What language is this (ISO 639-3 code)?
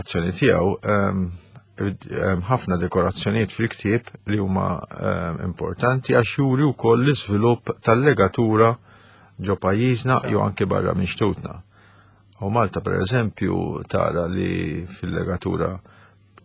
mlt